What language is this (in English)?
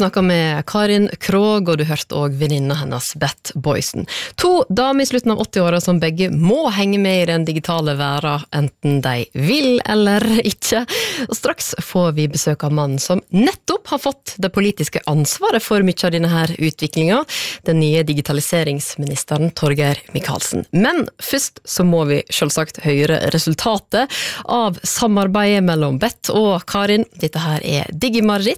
Norwegian